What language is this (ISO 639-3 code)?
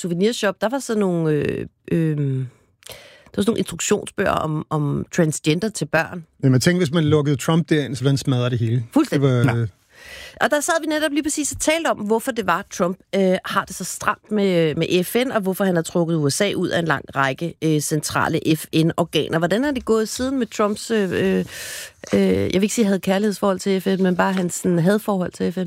dan